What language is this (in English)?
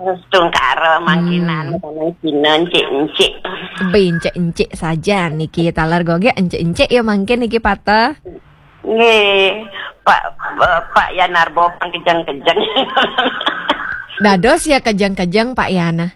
Balinese